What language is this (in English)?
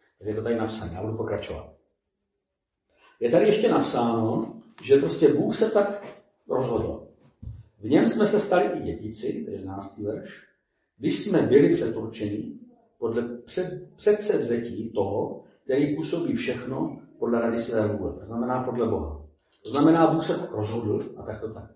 Czech